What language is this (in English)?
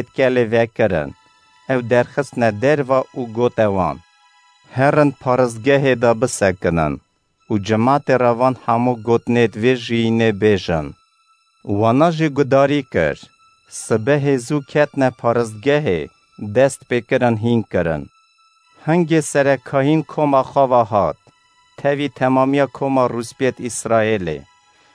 Kurdish